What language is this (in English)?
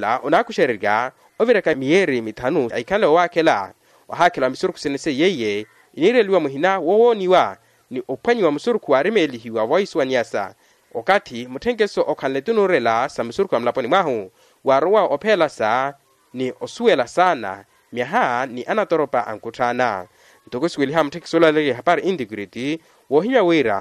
Makhuwa